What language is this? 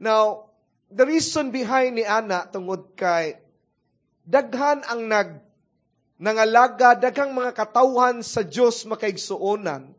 Cebuano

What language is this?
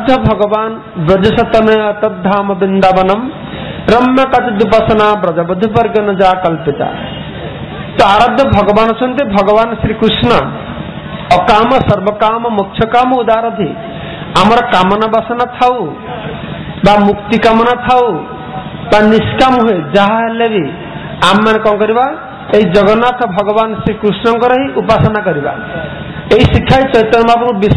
Odia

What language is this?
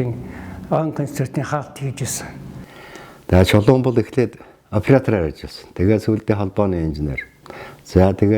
Mongolian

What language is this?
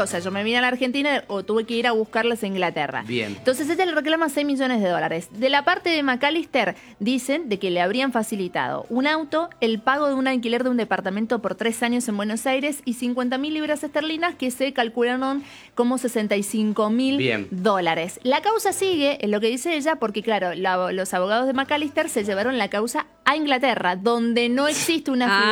Spanish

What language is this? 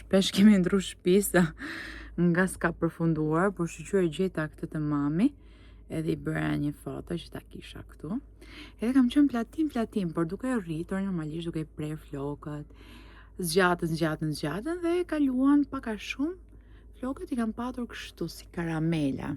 Albanian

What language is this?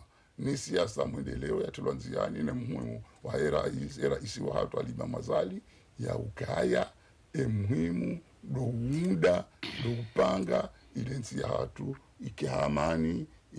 Ngazidja Comorian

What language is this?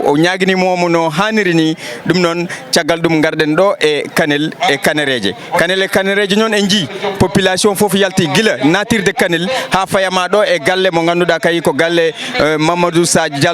Fula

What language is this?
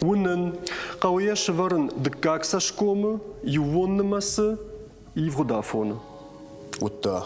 Ossetic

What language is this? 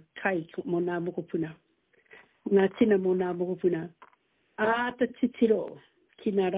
Māori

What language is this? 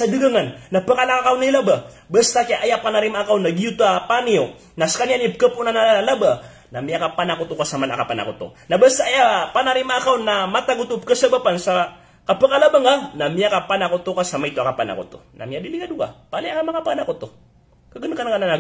Maranao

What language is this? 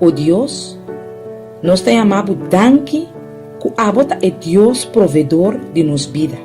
Papiamento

